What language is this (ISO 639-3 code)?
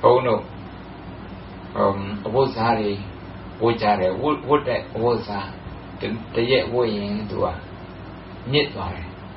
mya